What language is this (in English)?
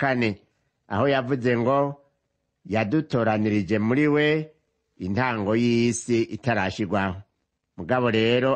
Rundi